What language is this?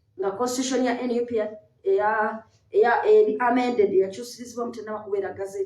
Ganda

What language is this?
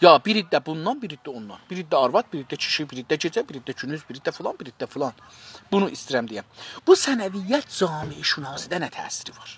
South Azerbaijani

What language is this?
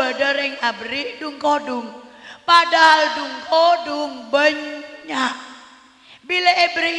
Madurese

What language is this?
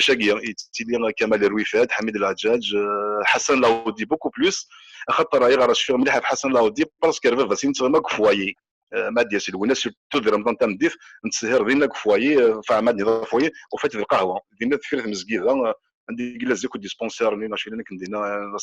Kabyle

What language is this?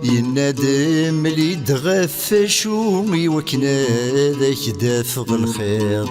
Kabyle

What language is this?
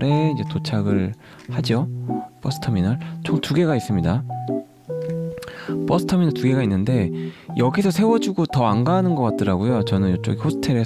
Korean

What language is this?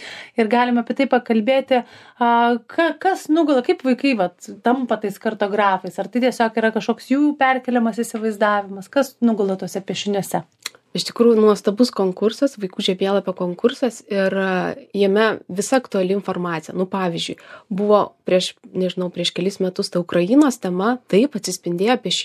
Lithuanian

